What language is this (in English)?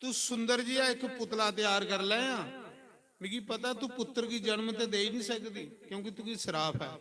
Dogri